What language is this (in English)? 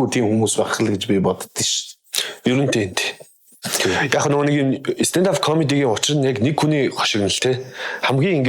Mongolian